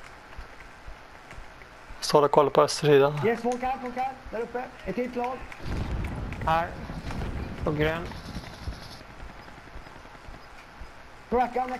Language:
Swedish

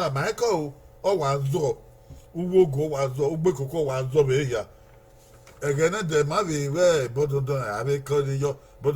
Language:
Bini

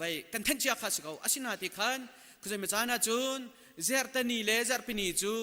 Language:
Hakha Chin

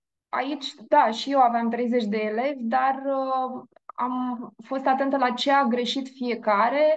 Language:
Romanian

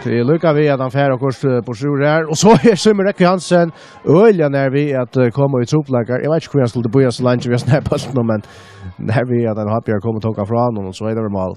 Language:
Faroese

